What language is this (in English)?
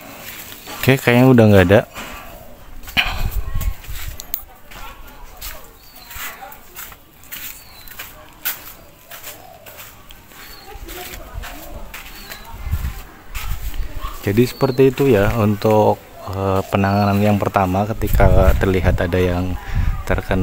Indonesian